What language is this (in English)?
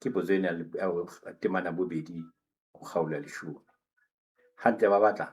Southern Sotho